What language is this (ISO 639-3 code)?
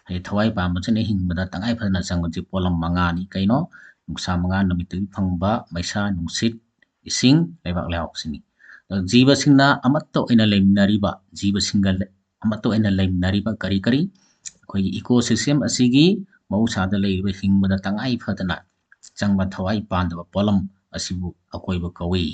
mni